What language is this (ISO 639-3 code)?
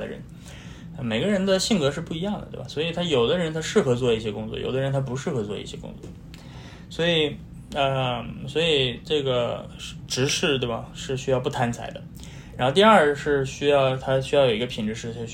zho